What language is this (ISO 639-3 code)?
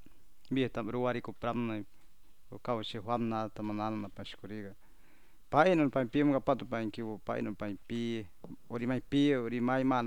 hrv